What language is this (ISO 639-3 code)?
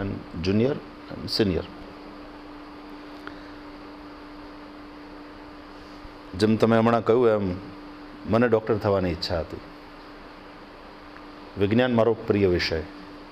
guj